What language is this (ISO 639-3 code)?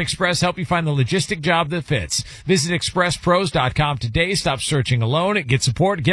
eng